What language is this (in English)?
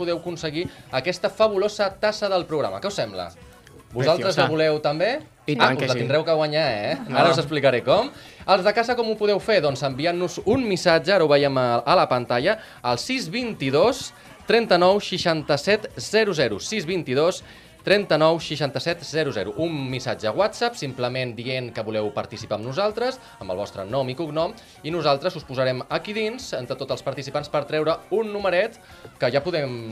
Catalan